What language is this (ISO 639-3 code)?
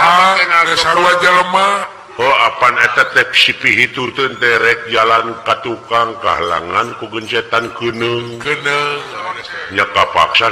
sun